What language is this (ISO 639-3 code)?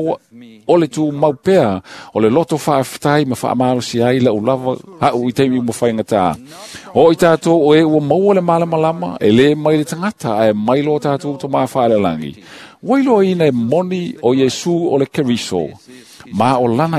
smo